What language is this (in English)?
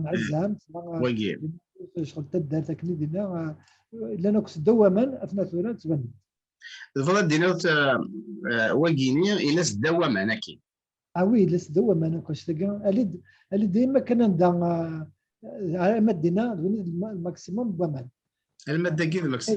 Kabyle